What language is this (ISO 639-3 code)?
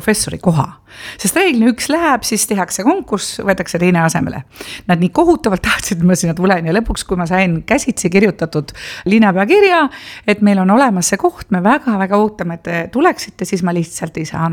est